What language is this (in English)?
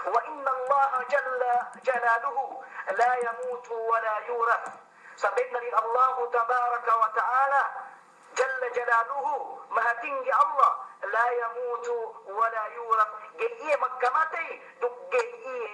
Yakan